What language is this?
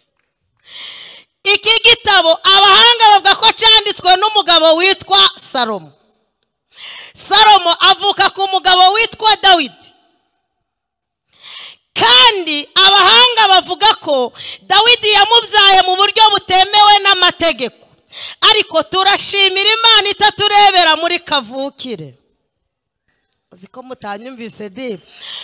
Kinyarwanda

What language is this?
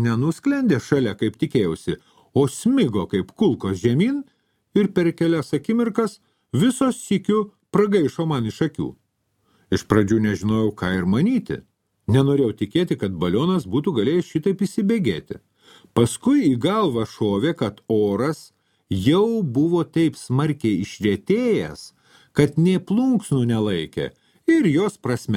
Lithuanian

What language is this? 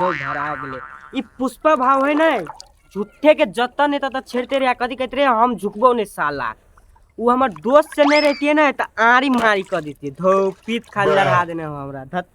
Maithili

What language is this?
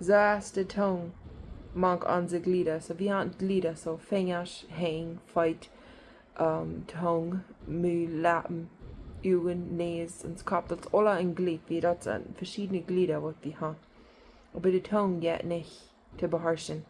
Plautdietsch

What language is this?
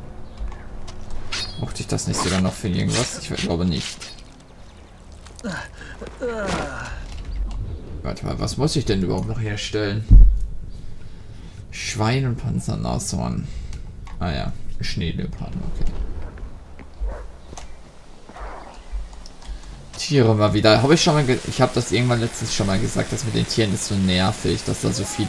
German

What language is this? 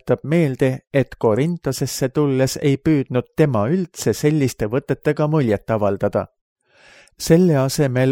Estonian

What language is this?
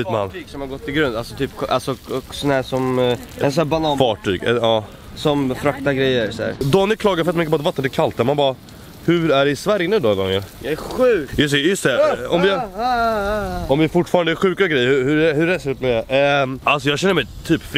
Swedish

